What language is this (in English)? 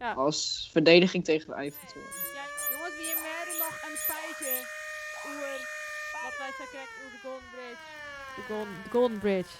Western Frisian